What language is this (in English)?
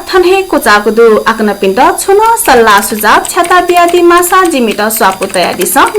Newari